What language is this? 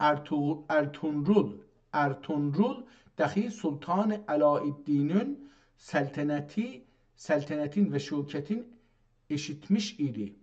South Azerbaijani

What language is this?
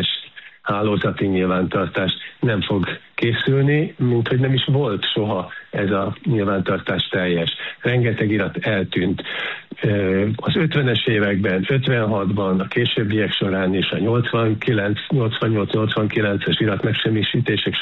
Hungarian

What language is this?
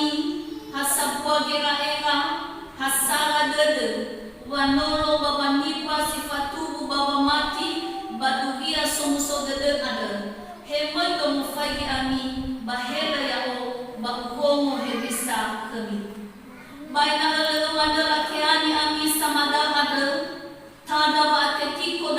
Nias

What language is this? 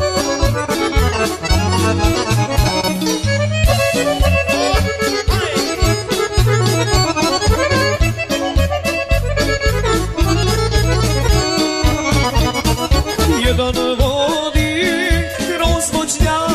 Croatian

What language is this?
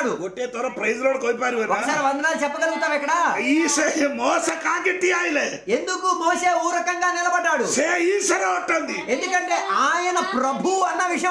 Telugu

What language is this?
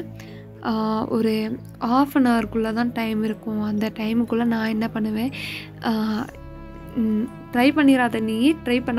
Tamil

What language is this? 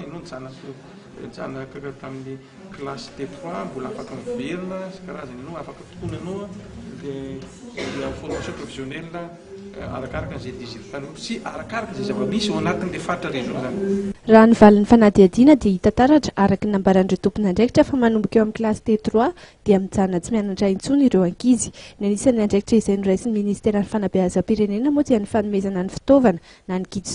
Malagasy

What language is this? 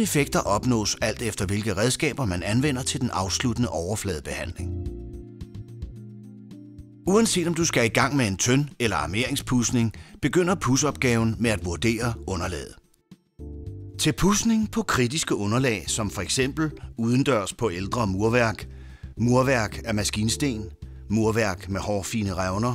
Danish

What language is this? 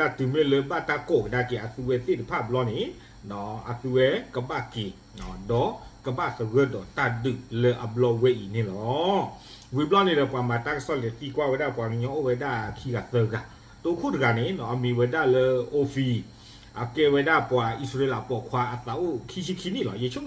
S'gaw Karen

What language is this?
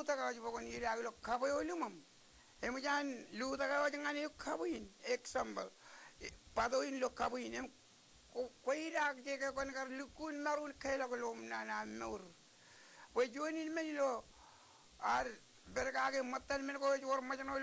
Marshallese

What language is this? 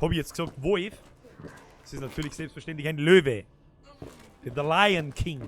Bavarian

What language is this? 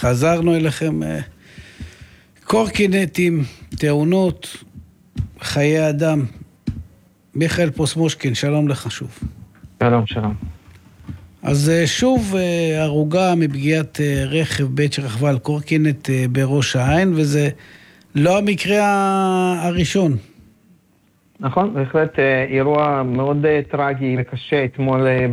Hebrew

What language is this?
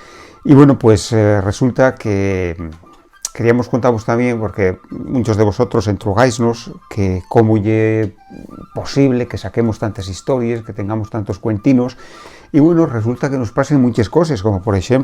Asturian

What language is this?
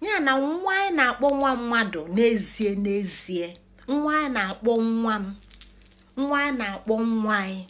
Igbo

